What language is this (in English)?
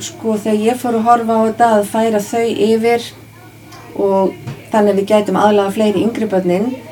Icelandic